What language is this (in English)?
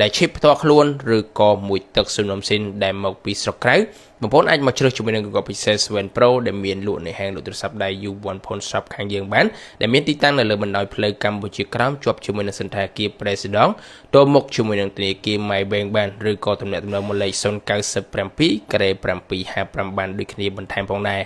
Khmer